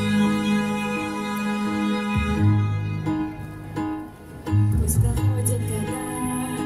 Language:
Russian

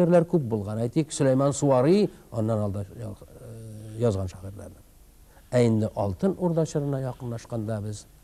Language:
Tatar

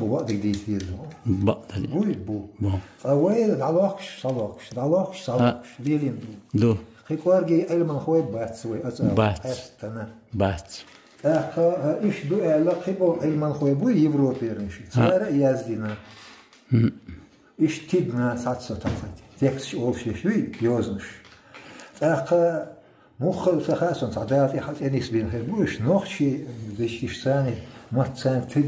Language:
Chechen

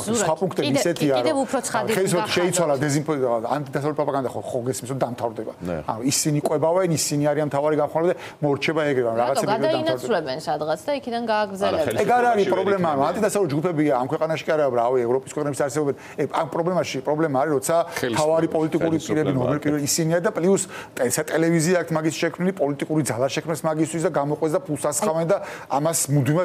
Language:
Georgian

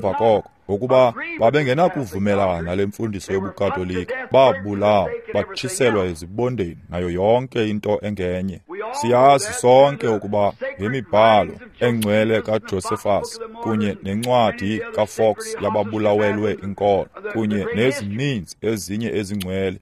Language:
Xhosa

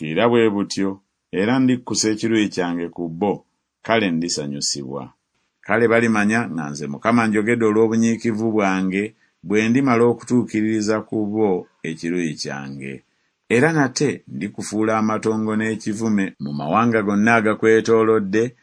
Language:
Ganda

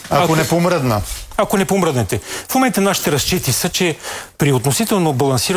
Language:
Bulgarian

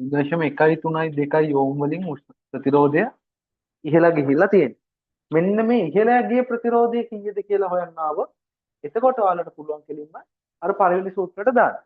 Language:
Sinhala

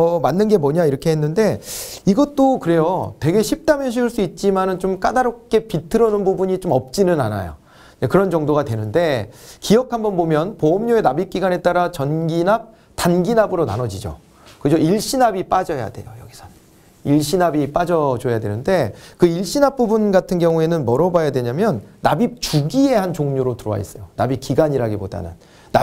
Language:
Korean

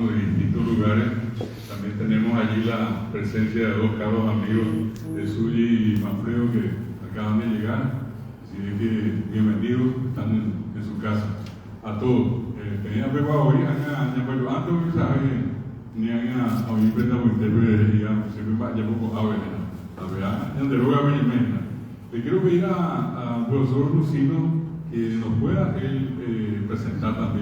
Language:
Guarani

